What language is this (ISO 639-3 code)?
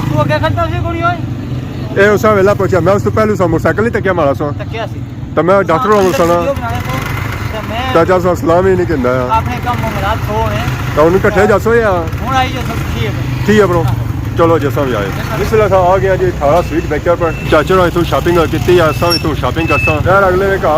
phr